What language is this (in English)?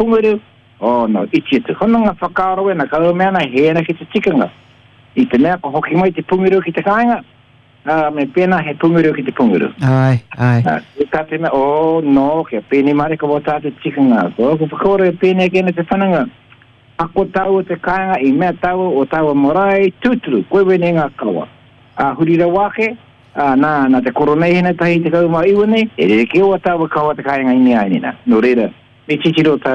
Māori